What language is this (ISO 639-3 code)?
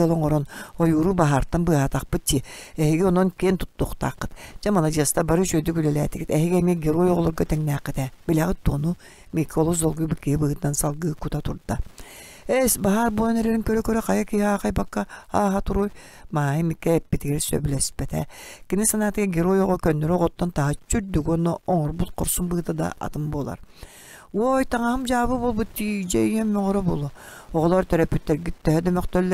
sah